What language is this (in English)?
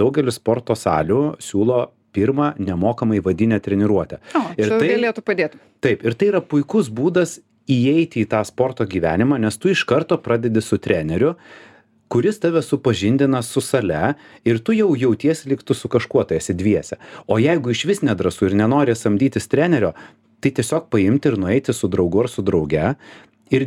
Lithuanian